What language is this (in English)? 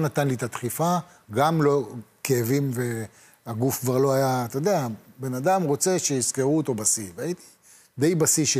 Hebrew